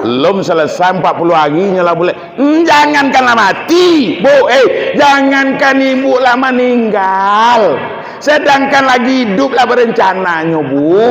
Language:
Minangkabau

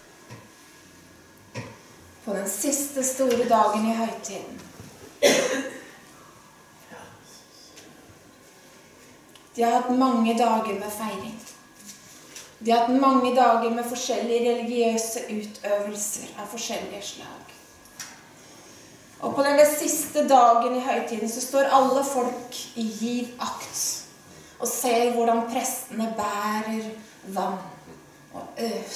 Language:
Norwegian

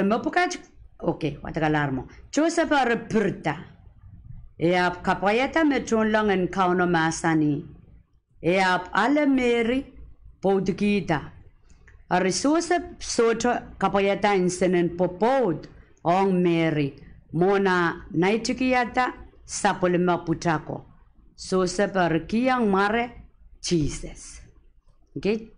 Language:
Pohnpeian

